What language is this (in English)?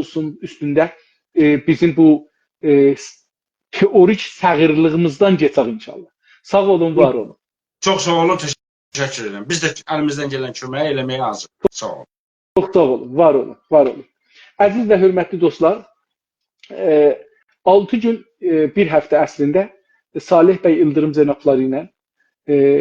South Azerbaijani